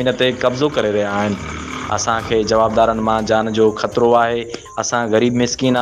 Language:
Sindhi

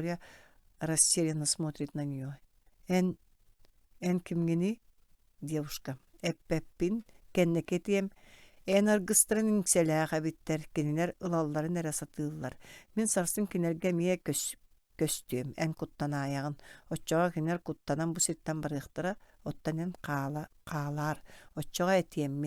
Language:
Yakut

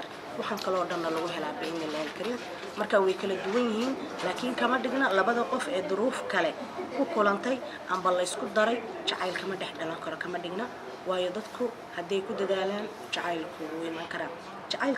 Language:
Somali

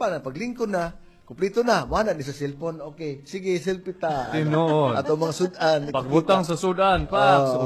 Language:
Cebuano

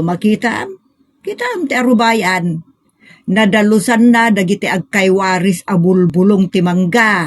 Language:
Iloko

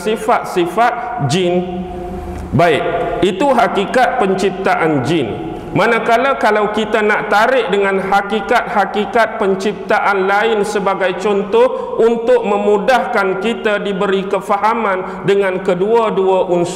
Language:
Malay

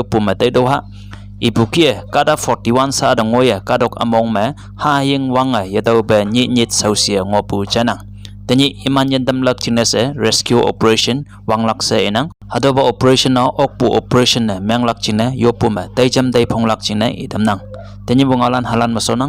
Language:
Konyak Naga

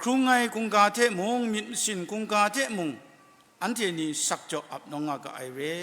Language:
Kachin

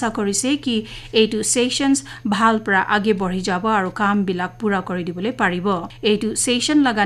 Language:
Naga Pidgin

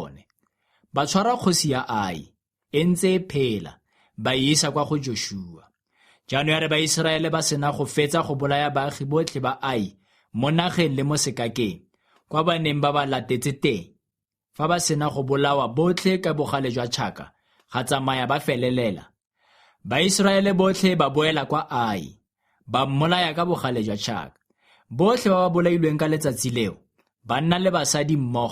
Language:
Tswana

